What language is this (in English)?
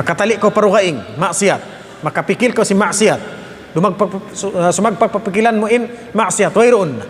Tausug